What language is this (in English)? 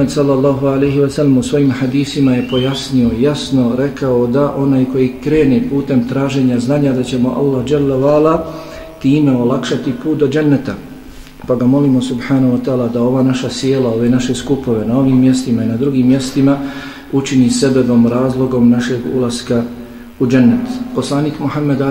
Bosnian